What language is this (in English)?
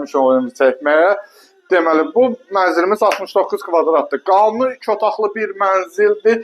Azerbaijani